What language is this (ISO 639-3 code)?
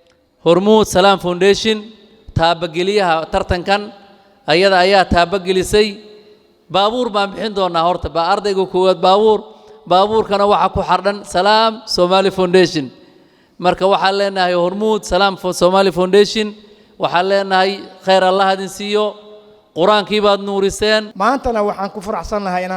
som